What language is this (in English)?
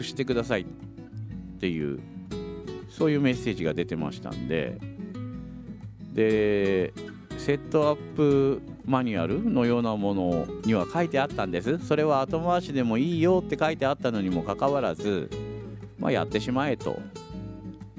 Japanese